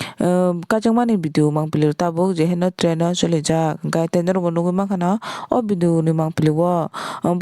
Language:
Kok Borok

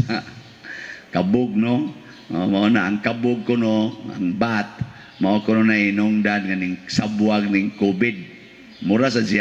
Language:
Cebuano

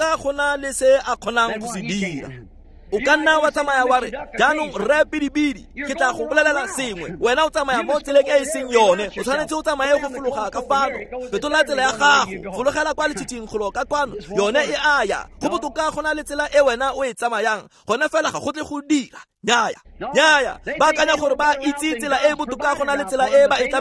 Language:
Tswana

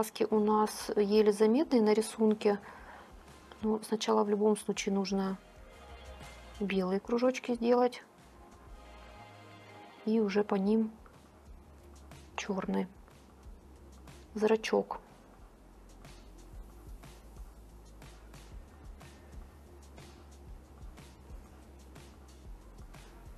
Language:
Russian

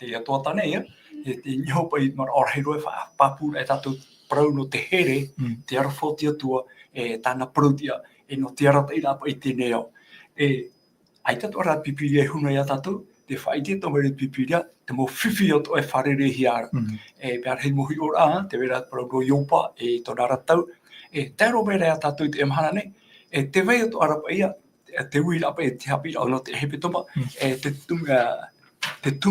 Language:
Tahitian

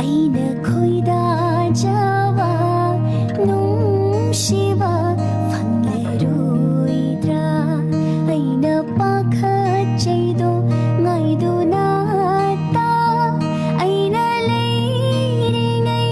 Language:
Manipuri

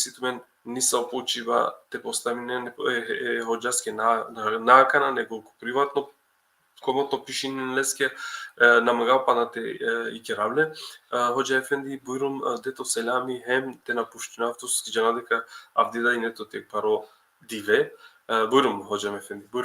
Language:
Balkan Romani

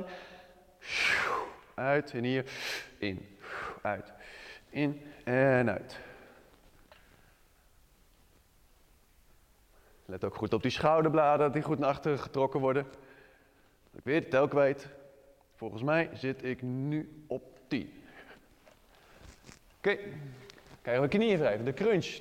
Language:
Dutch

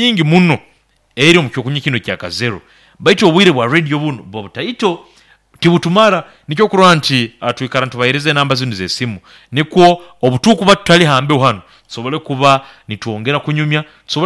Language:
Nyoro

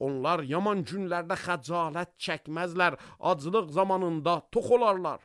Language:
Azerbaijani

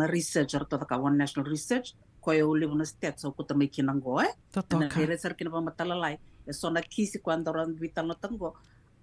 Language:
Fijian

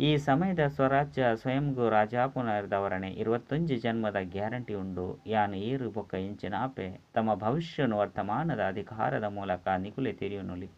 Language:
Tulu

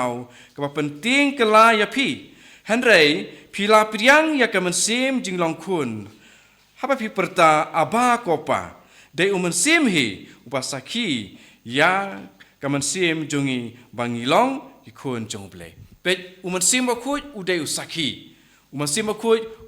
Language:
Khasi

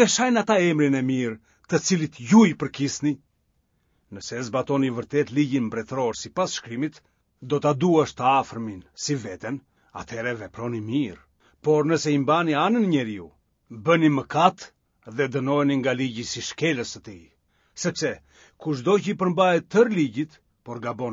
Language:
Albanian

